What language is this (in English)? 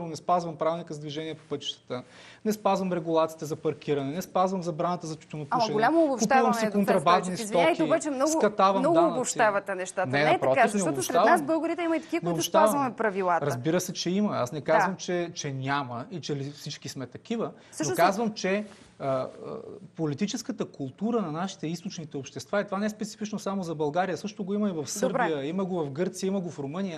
Bulgarian